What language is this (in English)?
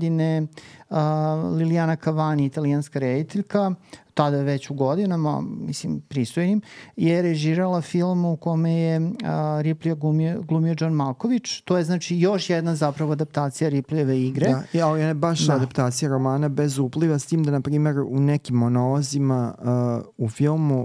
Serbian